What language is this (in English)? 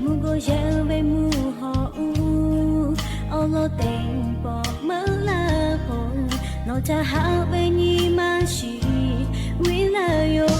Lahu